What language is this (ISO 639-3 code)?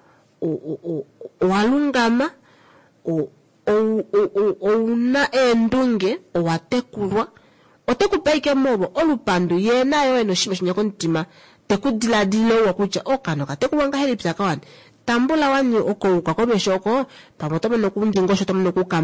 kua